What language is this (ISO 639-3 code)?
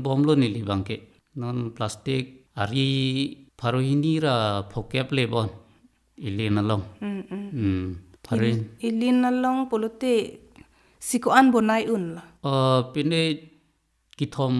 mjw